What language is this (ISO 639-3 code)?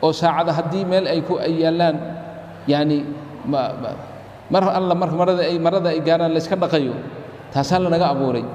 som